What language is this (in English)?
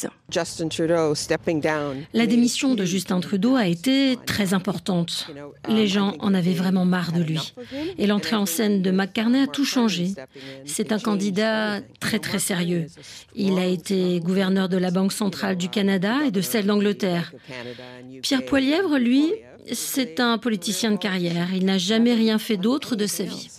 French